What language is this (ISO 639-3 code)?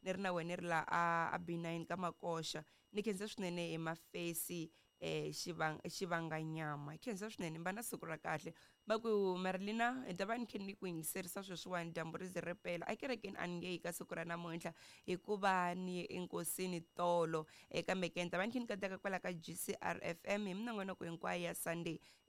tso